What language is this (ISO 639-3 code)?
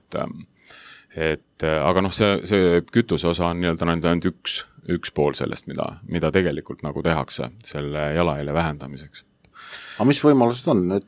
est